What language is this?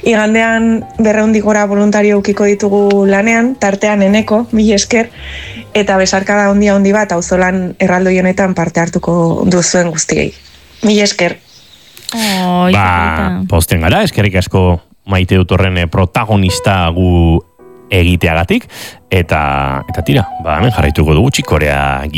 Basque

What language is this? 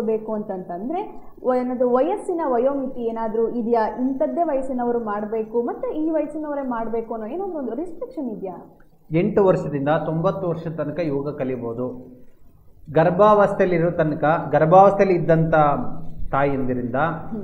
Kannada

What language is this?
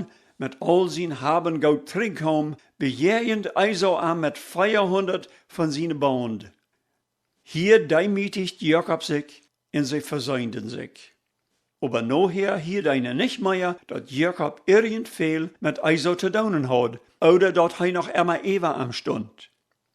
Plautdietsch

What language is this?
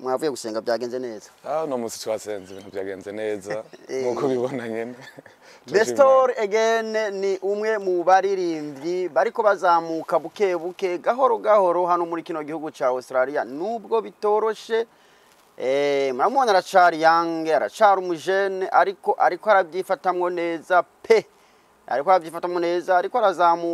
Rundi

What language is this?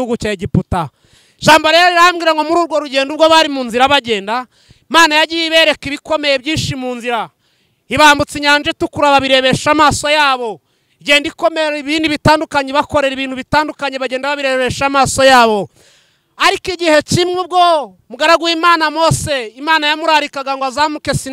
Kinyarwanda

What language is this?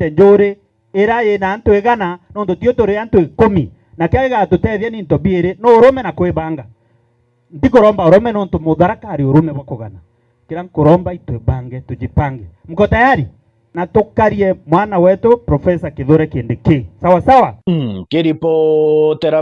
Meru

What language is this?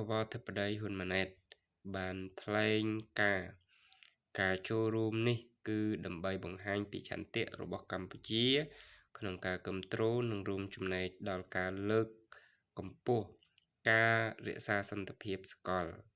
Khmer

